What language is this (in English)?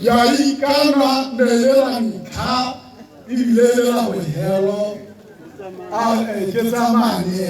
Tswana